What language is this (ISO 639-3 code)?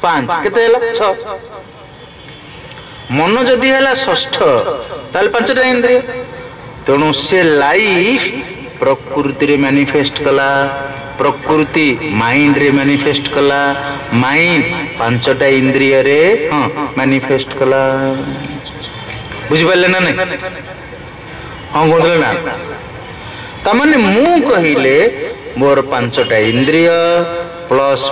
ori